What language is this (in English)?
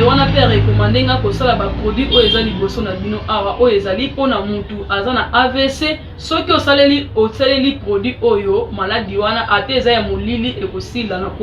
Lingala